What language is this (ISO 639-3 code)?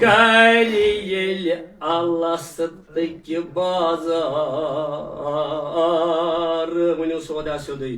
kas